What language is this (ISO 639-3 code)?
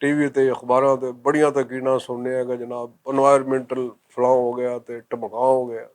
lah